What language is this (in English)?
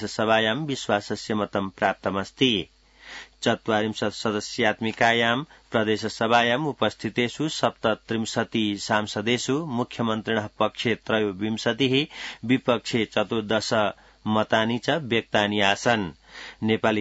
Sanskrit